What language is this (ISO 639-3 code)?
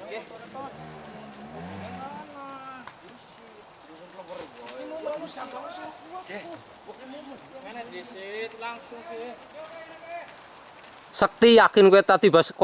ind